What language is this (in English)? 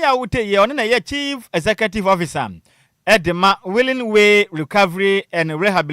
Akan